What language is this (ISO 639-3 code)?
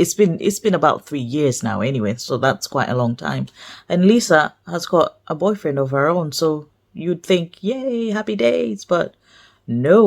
eng